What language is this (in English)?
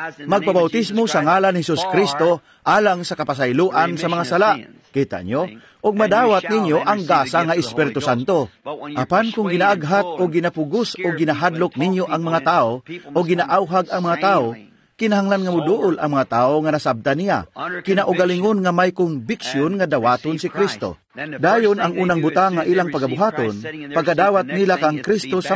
Cebuano